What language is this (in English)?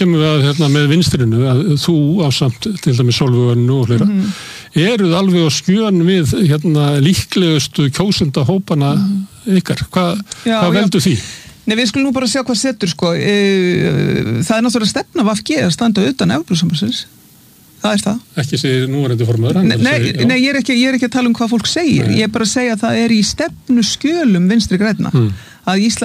Icelandic